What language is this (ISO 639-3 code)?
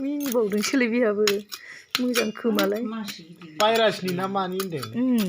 brx